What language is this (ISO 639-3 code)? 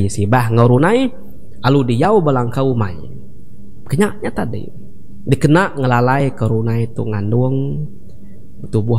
iba